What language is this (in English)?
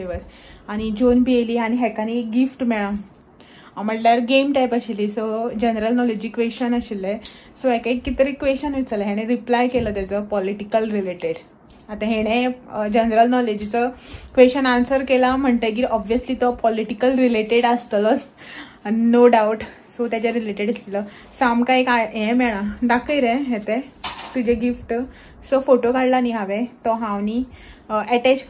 Konkani